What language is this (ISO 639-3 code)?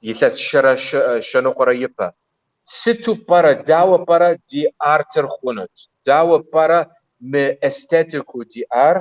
kbd